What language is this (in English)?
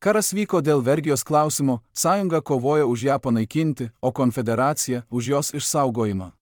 Lithuanian